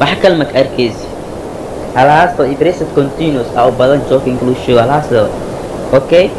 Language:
Somali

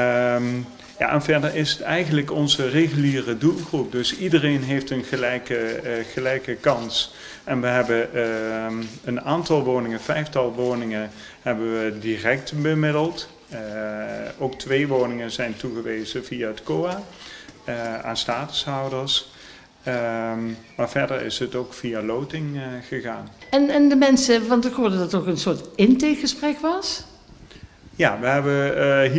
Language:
Dutch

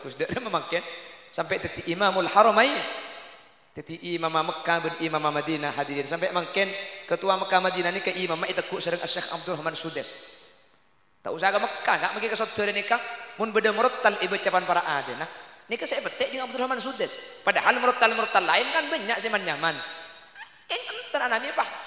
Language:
Madurese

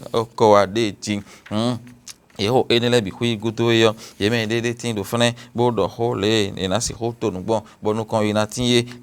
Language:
Fon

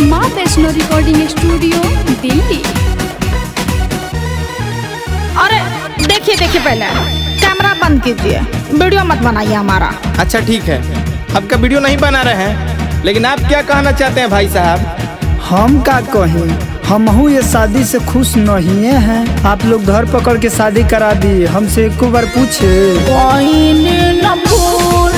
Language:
Bhojpuri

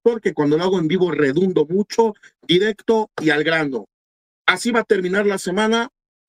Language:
Spanish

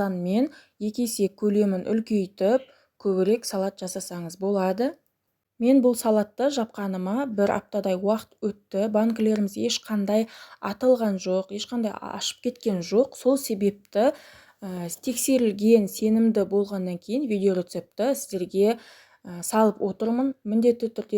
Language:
Kazakh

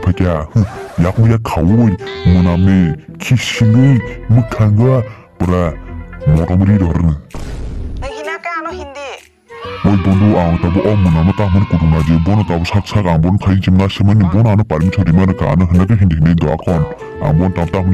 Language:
Kok Borok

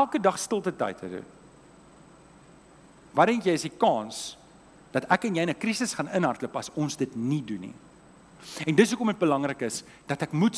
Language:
Afrikaans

